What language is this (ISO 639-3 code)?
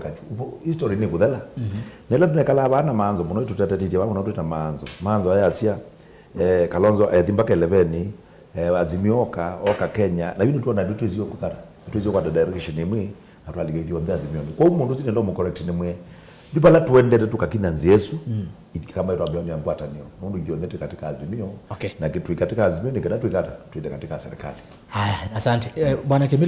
kam